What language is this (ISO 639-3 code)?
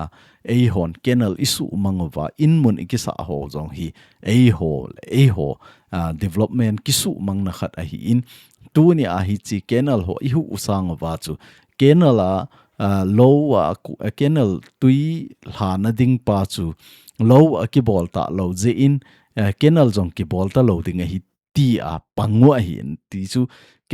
tcz